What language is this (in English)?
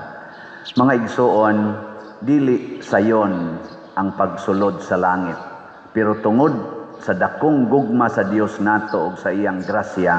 Cebuano